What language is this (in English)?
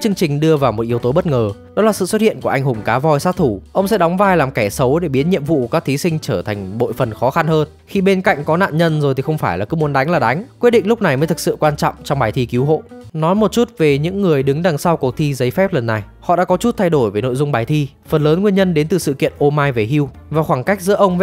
Vietnamese